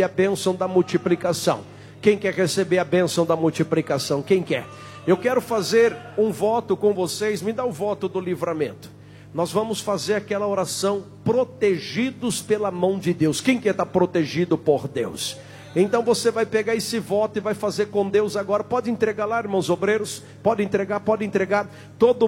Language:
Portuguese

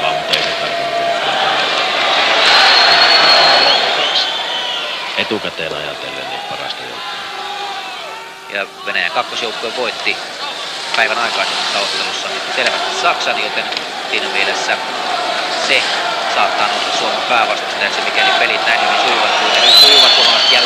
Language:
Finnish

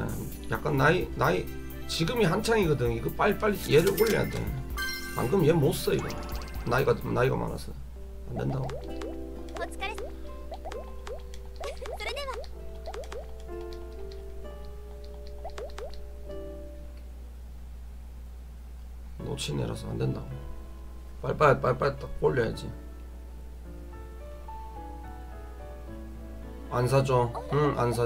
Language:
Korean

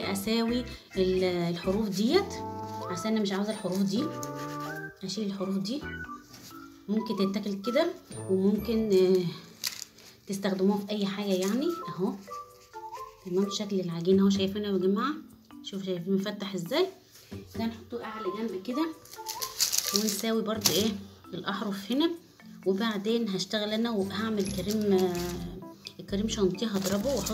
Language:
Egyptian Arabic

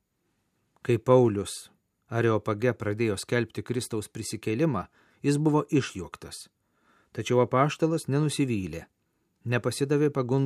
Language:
Lithuanian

